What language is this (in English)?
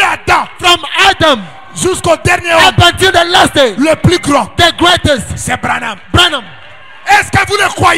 French